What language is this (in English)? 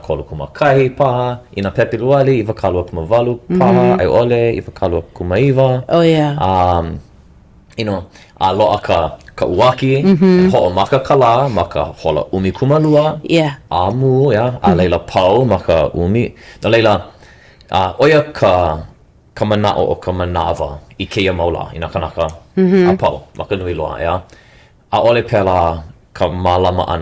Hawaiian